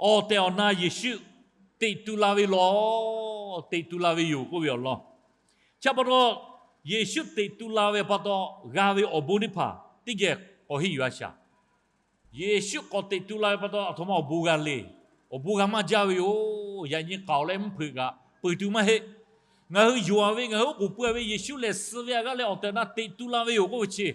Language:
Lahu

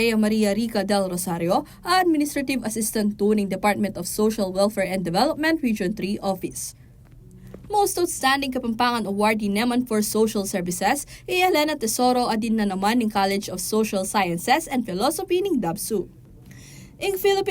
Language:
Pampanga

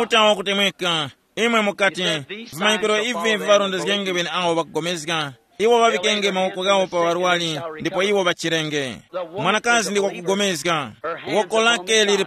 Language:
Tumbuka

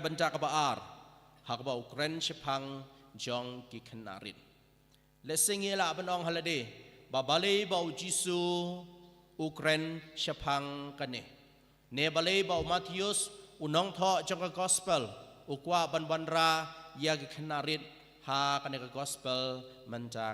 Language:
Khasi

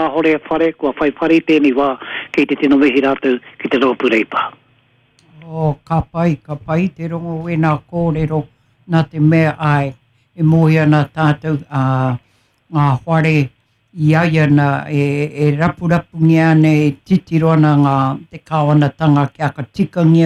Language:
Māori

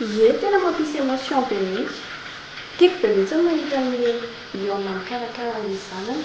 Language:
Malagasy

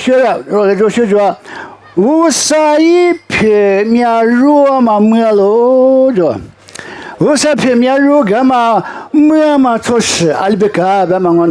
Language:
Lisu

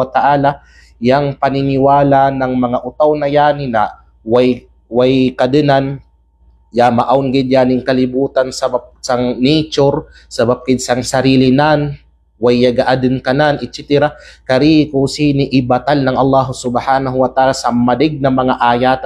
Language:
Kalagan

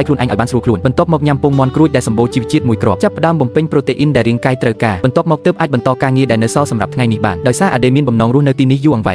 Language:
Khmer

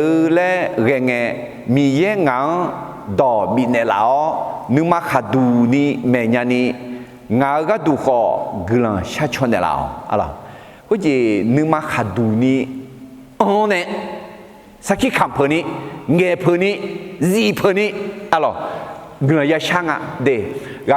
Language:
Akha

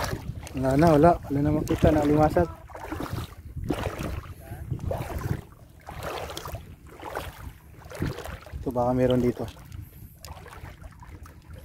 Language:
Filipino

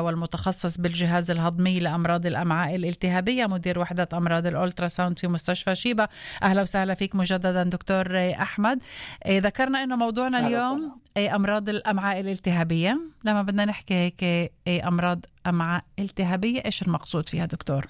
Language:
North Levantine Arabic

